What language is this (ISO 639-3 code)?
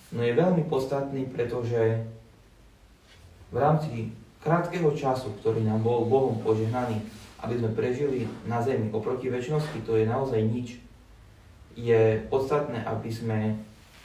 slk